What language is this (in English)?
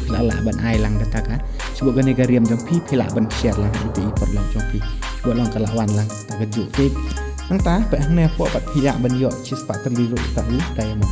Khasi